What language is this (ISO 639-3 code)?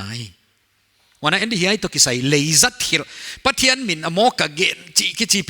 pck